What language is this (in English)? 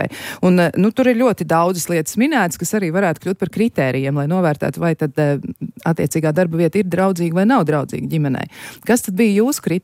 Latvian